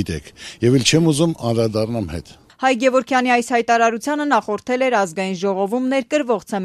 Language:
Armenian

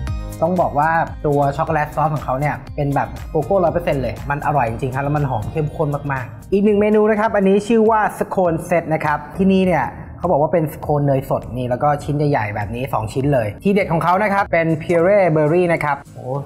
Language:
Thai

